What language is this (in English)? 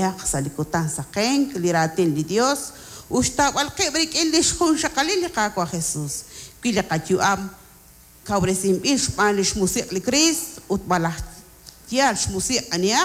Kekchí